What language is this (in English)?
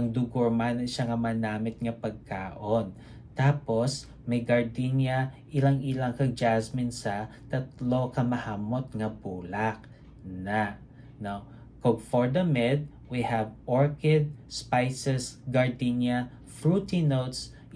Hiligaynon